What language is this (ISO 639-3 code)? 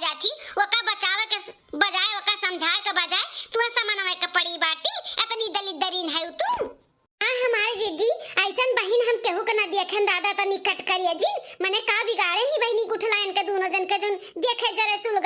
awa